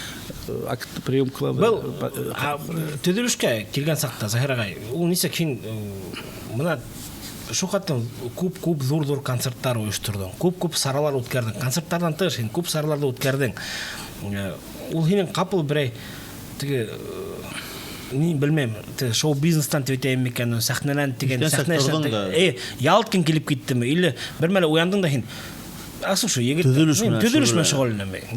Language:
Bashkir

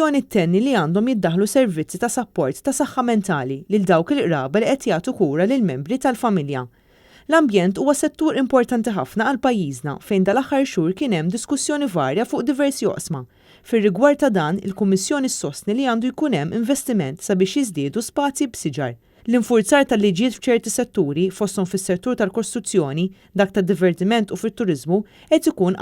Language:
Maltese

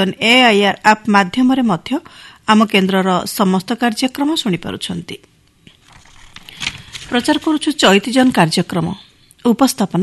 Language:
Odia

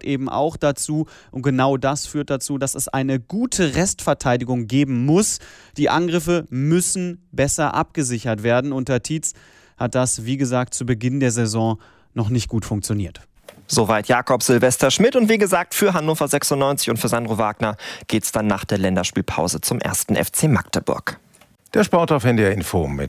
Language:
German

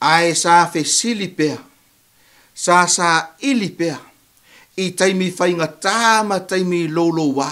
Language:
Samoan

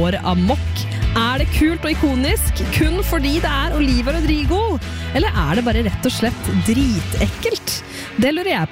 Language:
Norwegian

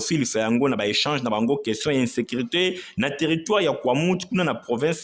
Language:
Lingala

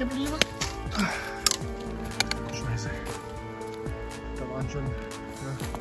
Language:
German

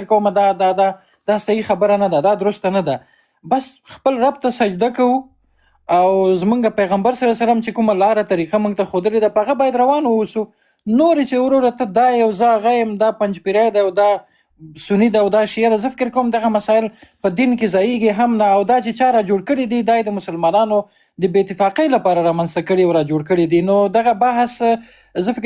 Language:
Pashto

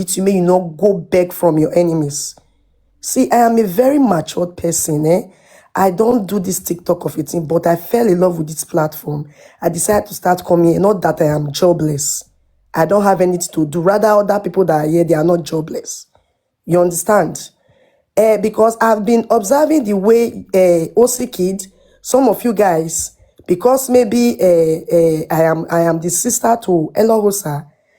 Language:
Nigerian Pidgin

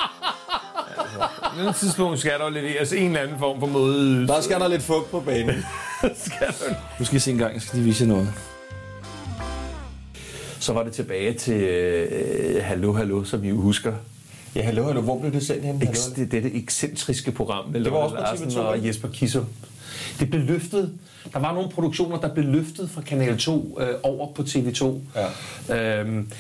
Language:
Danish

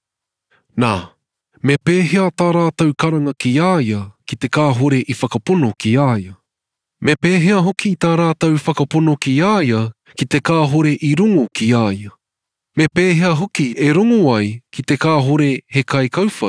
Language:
Māori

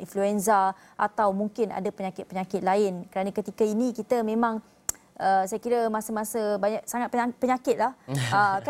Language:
Malay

